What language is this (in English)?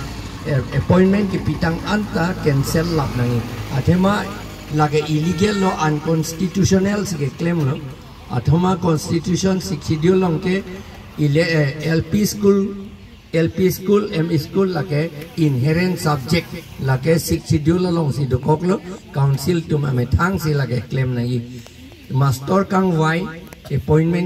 Karbi